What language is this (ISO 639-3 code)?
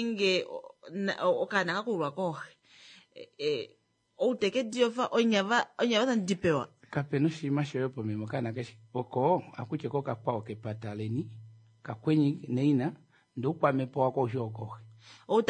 kua